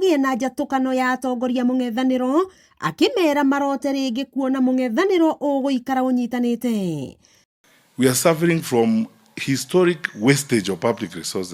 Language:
Kikuyu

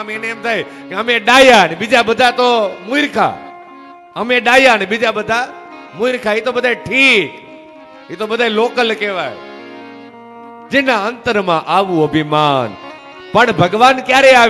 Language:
Gujarati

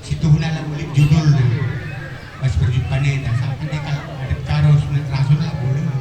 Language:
Batak Karo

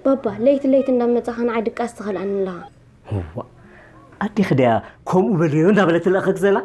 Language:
Tigrinya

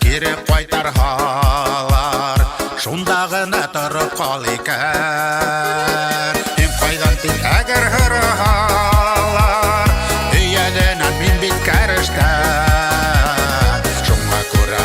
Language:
Bashkir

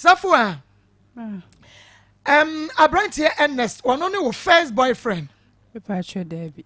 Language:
Akan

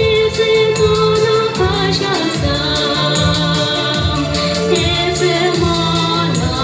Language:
Chuvash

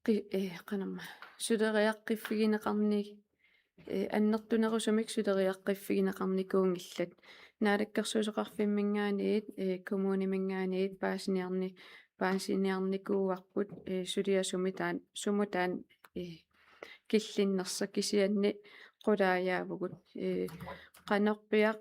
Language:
Kalaallisut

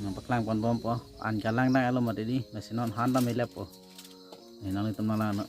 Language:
Karbi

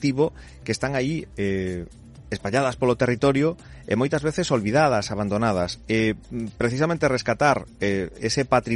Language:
Galician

